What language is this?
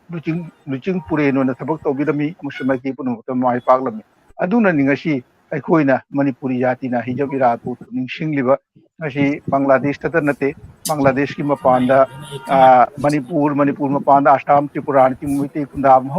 Manipuri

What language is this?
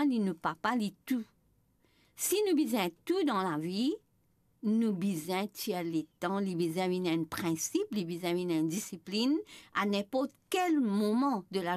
Morisyen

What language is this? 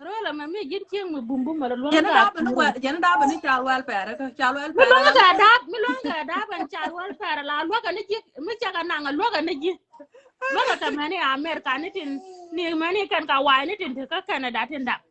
Nuer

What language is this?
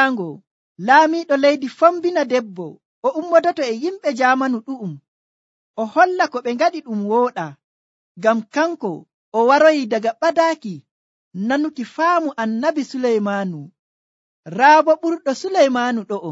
Nigerian Fulfulde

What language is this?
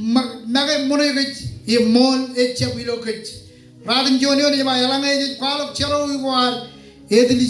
Marshallese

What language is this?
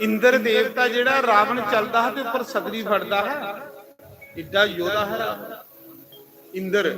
Dogri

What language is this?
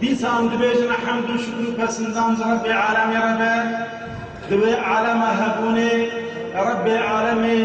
Kurdish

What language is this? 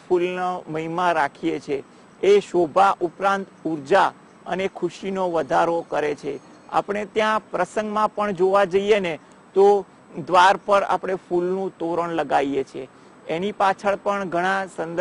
Gujarati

